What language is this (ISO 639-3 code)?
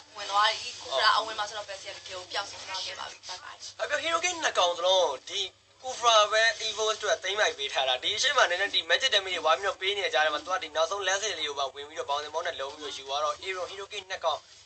mya